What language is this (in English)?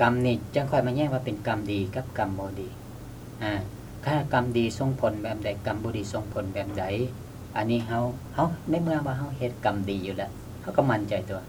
Lao